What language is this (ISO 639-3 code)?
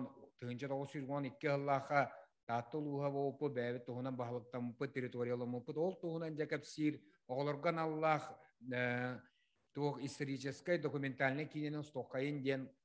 sah